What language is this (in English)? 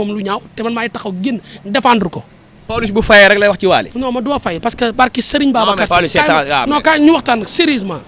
Wolof